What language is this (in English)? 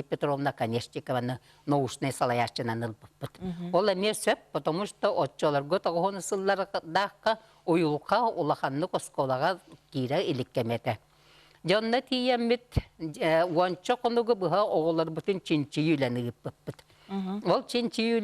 Yakut